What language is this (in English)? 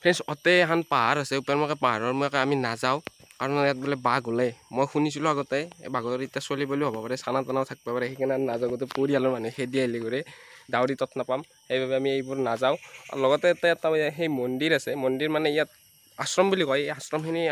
Assamese